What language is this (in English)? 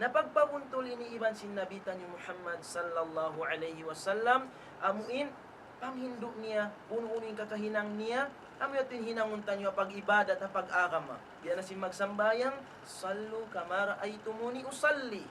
Tausug